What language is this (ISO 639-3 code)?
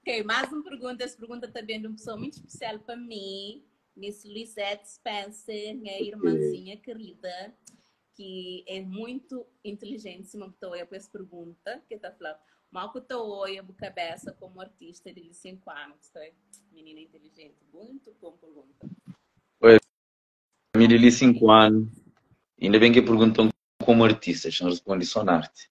kea